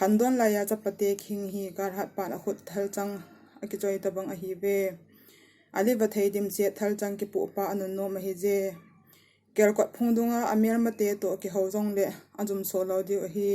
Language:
Thado Chin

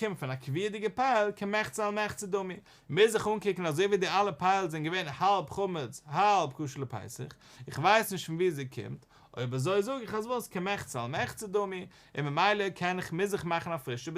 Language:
Yiddish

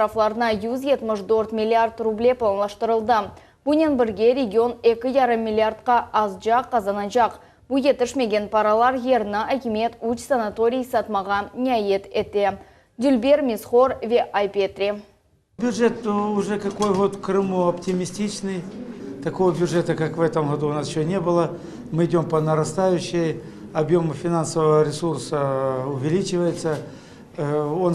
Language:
Crimean Tatar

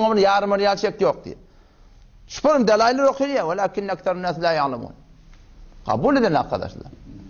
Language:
Turkmen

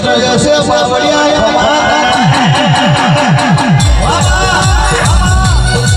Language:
Gujarati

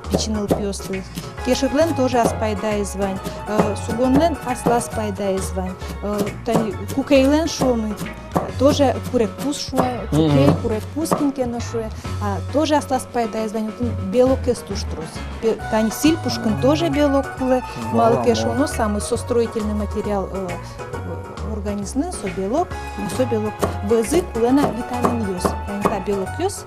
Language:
Udmurt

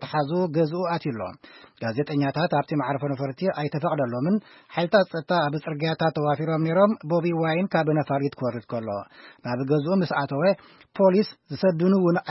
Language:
Tigrinya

